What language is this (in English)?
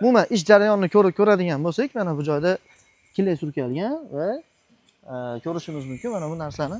Uzbek